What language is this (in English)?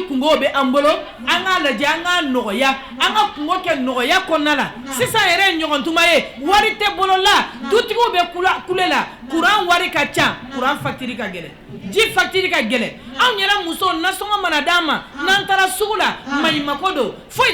Bambara